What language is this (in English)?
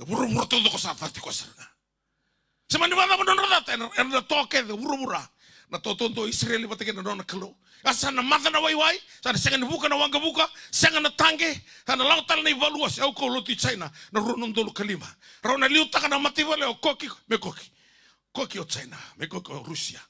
Fijian